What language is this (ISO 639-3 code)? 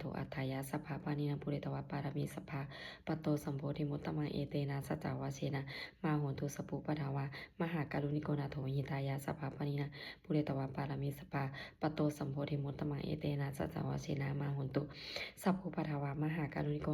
pli